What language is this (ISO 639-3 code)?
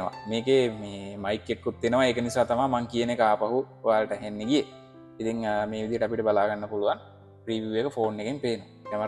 sin